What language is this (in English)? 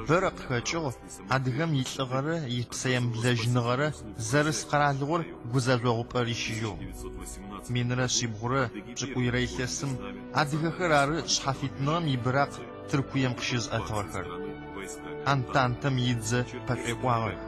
Adyghe